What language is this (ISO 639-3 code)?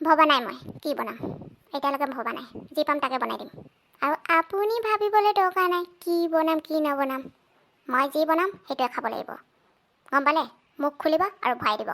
asm